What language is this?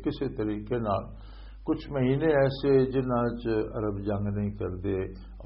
Western Panjabi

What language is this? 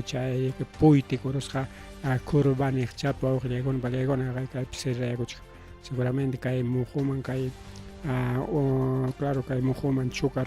Ayacucho Quechua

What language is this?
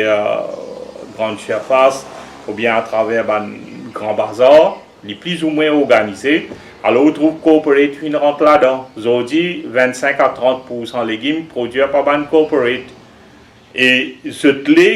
Morisyen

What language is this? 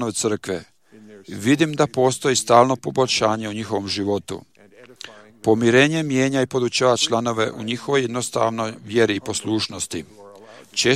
Croatian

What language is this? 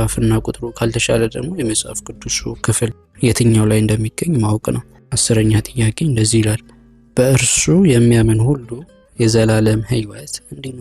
Amharic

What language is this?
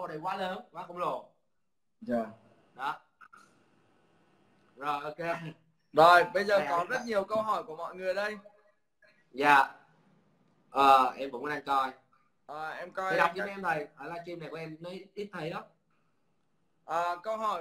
Vietnamese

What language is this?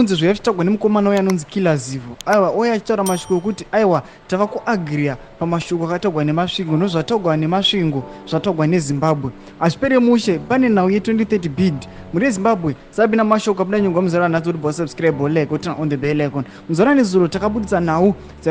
Shona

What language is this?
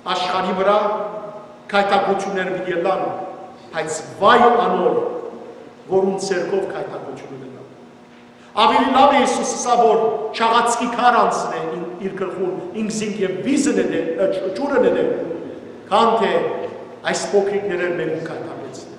Western Armenian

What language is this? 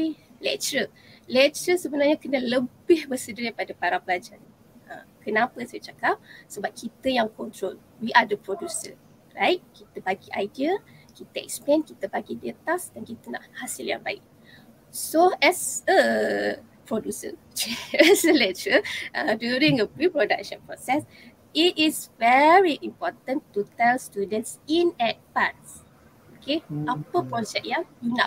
Malay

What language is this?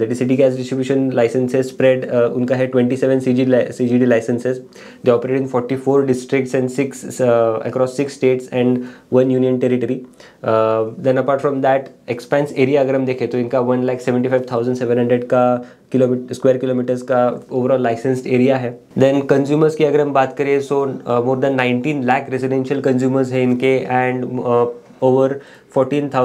Hindi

